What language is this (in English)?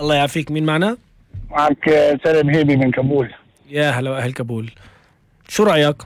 North Levantine Arabic